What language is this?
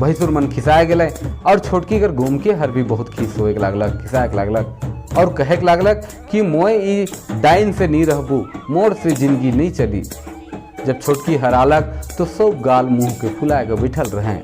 Sadri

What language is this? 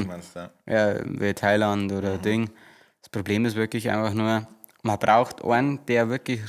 Bavarian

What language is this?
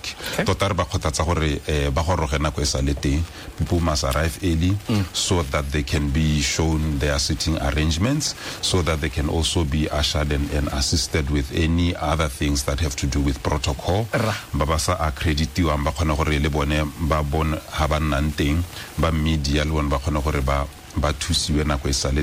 Tswana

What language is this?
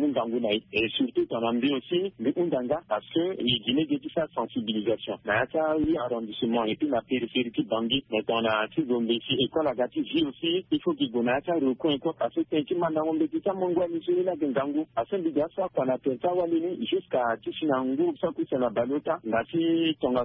Sango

